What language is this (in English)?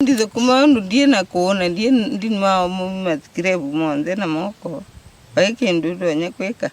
Kamba